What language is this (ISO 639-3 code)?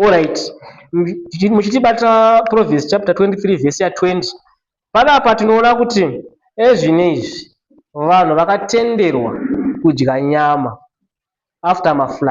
sna